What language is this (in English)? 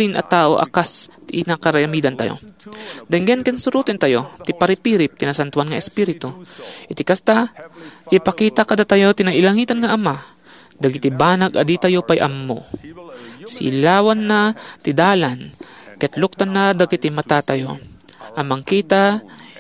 Iloko